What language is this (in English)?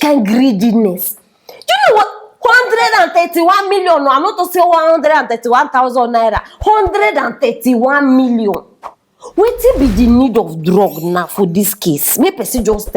Nigerian Pidgin